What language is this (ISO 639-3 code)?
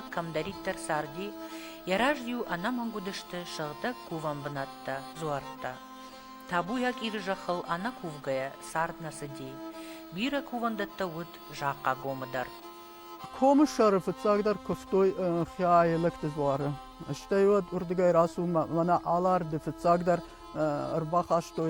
oss